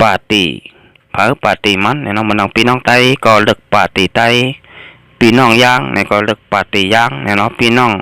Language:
Shan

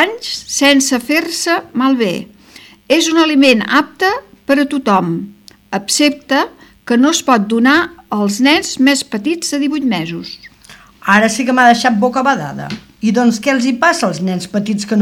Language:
Catalan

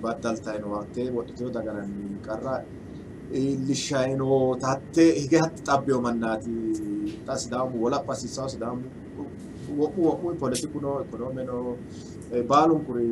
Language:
Sidamo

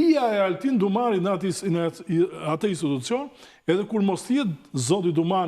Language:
Albanian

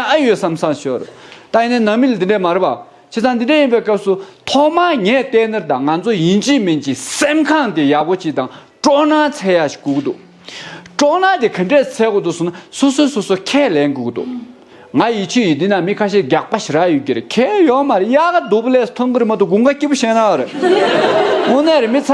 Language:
Tibetan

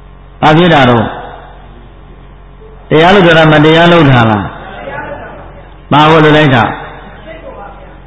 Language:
Burmese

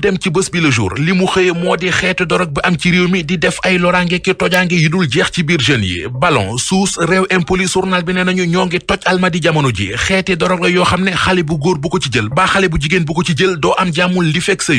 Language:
Wolof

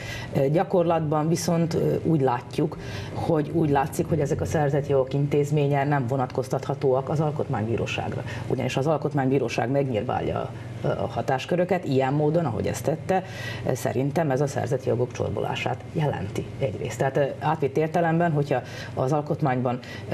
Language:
Hungarian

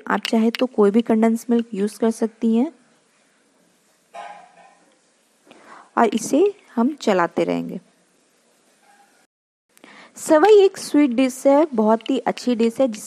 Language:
Hindi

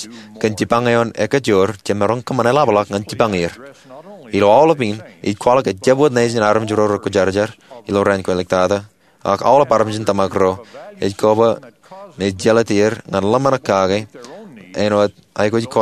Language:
Marshallese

